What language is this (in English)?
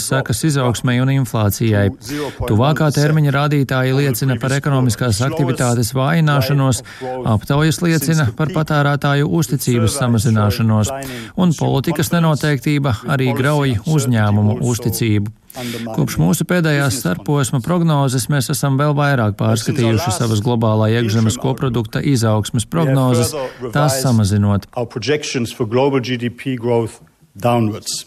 Latvian